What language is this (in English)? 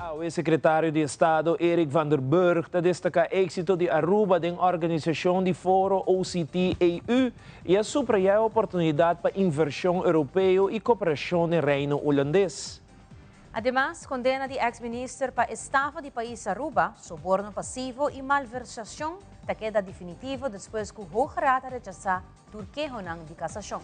Papiamento